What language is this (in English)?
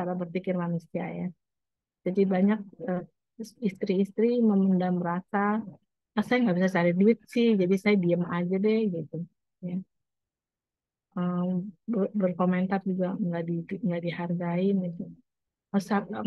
Indonesian